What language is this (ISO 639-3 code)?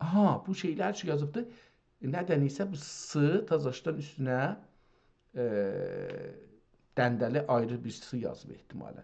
azb